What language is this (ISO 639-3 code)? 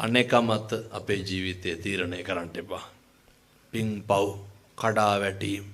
sin